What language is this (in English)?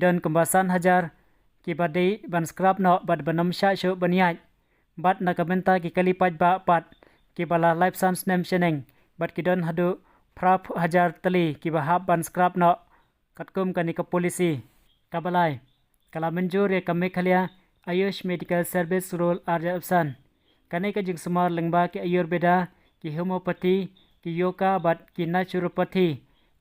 Khasi